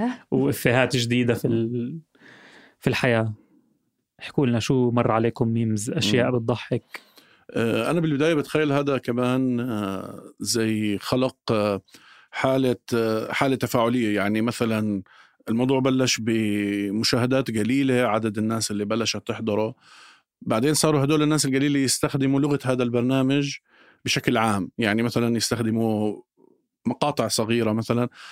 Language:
North Levantine Arabic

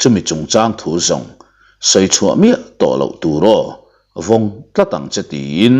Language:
Mizo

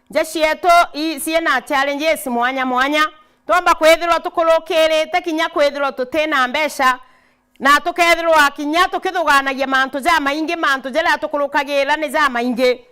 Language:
Meru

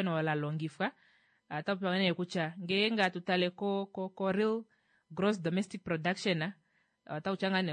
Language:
Kuanyama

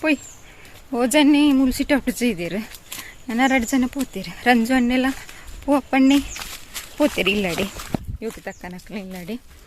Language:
Tulu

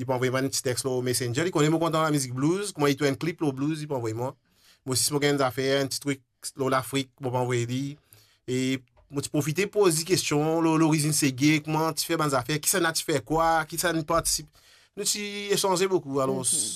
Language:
Morisyen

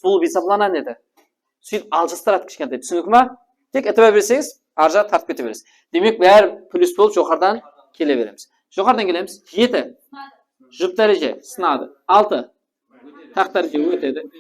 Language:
Kara-Kalpak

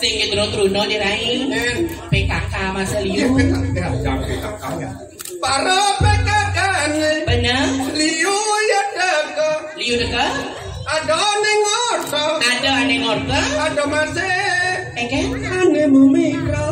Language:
Balinese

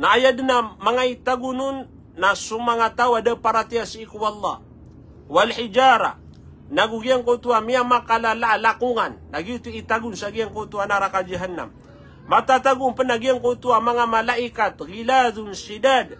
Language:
Maranao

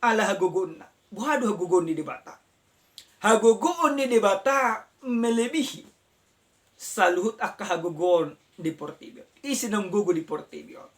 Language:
Batak Toba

